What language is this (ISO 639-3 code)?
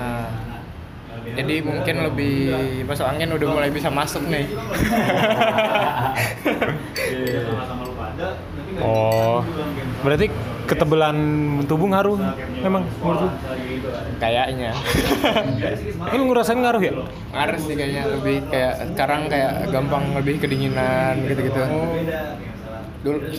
ind